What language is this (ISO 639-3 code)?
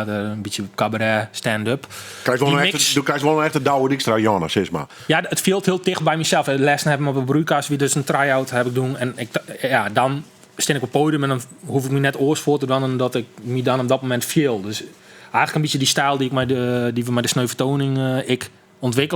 fry